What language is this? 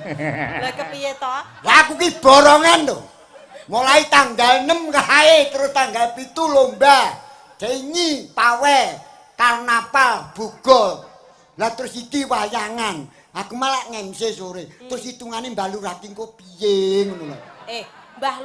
Javanese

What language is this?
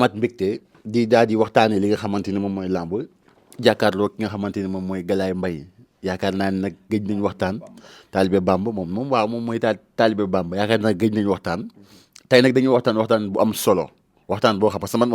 Wolof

